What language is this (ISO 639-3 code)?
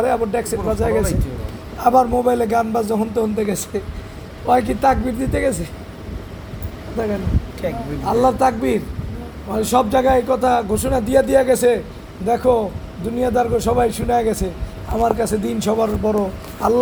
ben